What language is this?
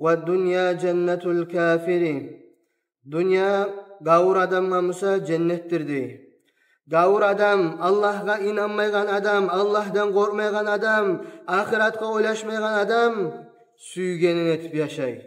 Kumyk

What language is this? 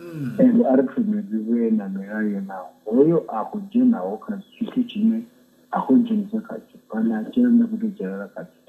Venda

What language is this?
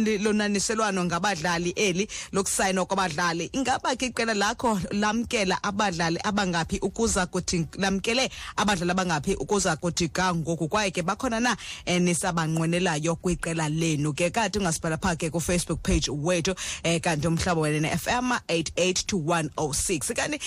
Xhosa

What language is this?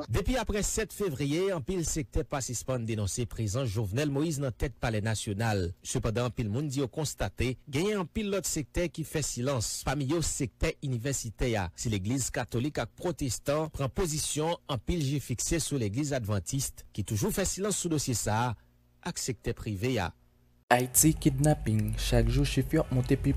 Haitian Creole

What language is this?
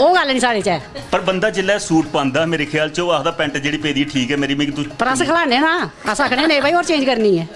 Dogri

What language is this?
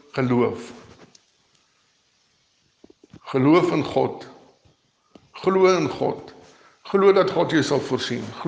Afrikaans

